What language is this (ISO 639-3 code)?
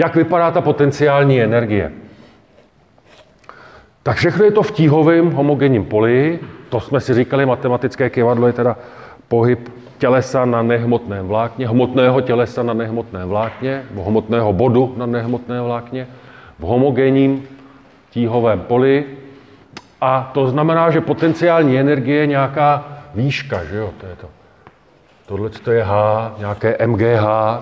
ces